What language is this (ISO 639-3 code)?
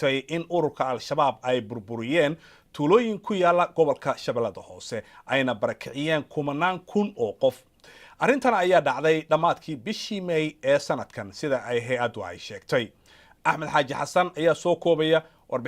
som